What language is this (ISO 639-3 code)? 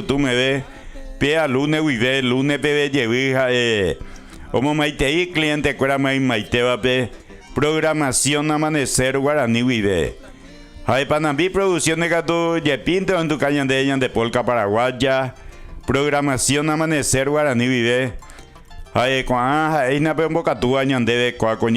grn